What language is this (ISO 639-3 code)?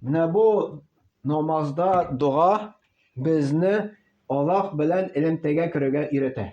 tat